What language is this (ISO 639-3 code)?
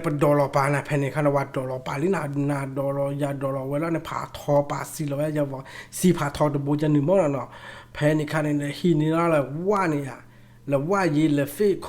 ksw